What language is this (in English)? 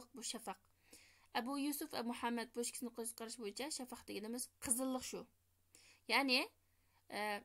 Uyghur